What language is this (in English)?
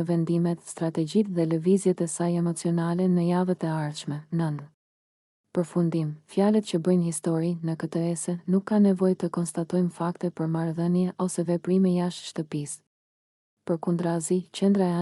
Albanian